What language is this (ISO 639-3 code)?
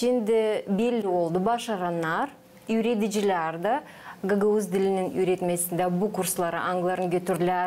gag